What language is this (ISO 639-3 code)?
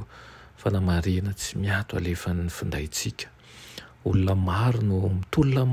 mlg